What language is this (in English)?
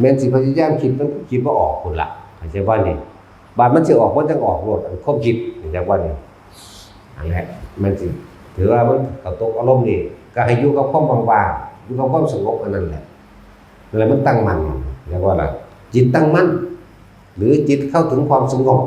Northeastern Thai